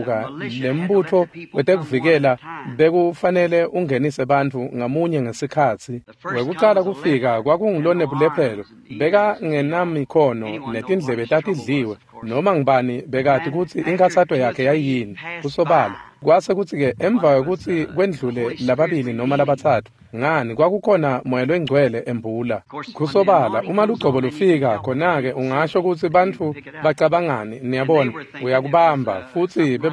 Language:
Swati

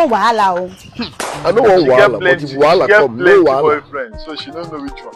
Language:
Nigerian Pidgin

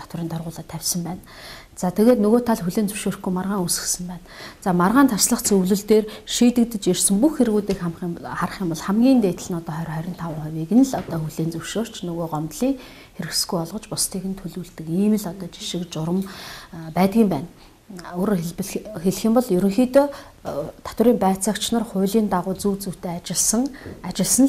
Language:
Mongolian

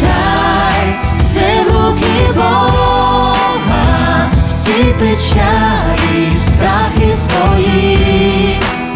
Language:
Ukrainian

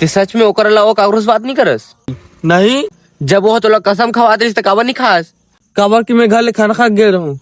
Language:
Chhattisgarhi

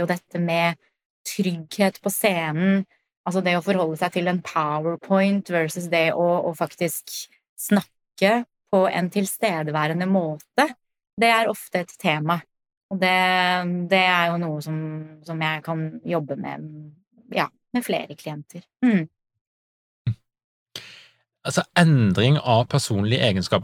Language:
Norwegian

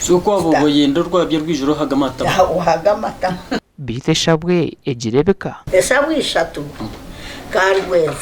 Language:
Nyankole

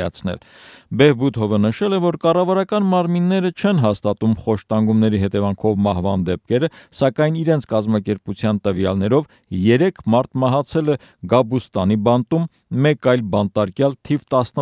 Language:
Armenian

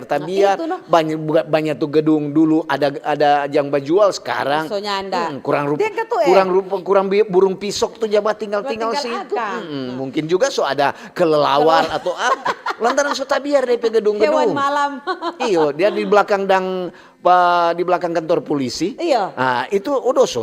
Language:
Manado Malay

